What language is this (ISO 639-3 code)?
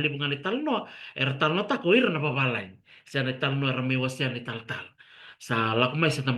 fij